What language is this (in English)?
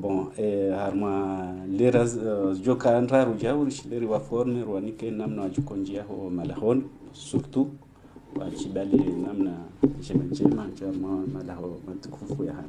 Ngazidja Comorian